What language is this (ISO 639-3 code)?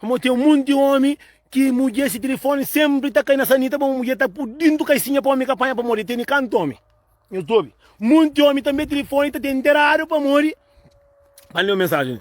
kea